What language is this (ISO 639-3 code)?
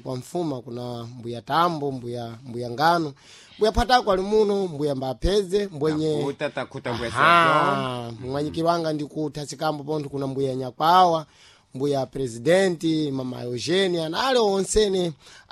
seh